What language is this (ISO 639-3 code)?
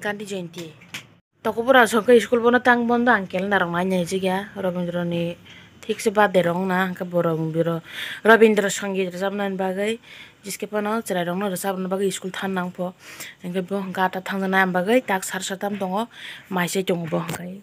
trp